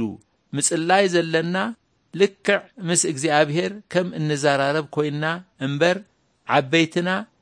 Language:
Tigrinya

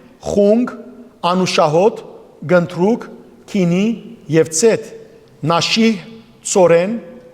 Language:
Western Armenian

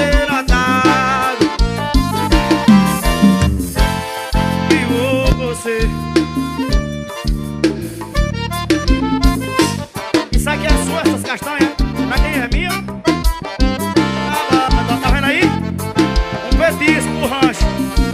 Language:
Portuguese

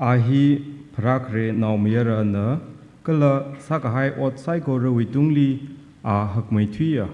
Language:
Tangkhul Naga (India)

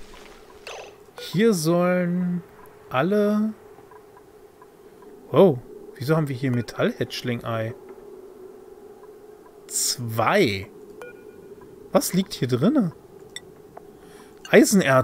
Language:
German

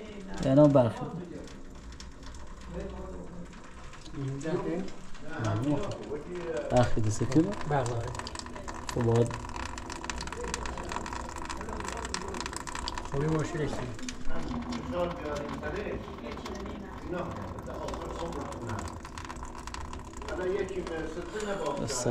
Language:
Persian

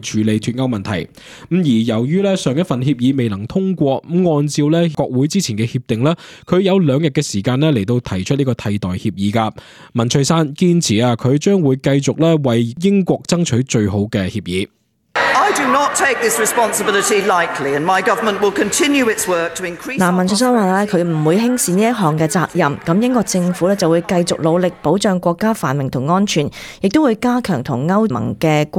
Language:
Cantonese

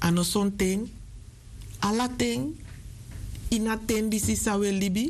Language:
Sranan Tongo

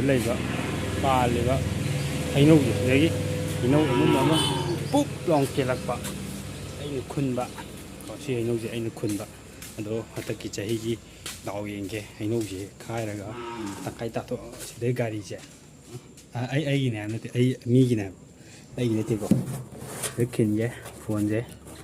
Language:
Manipuri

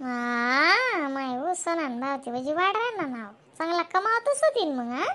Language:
Khandesi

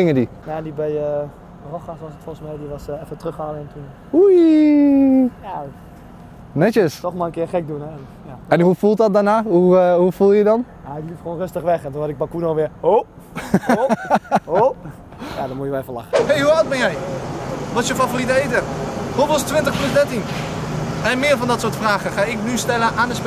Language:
Dutch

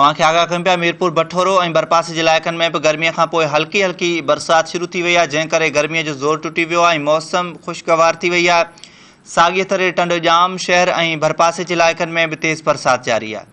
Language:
Sindhi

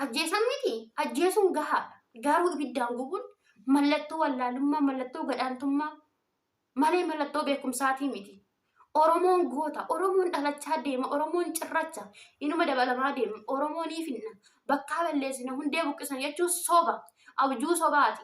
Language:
Oromo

